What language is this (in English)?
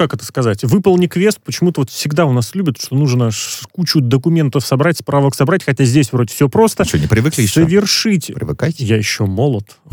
Russian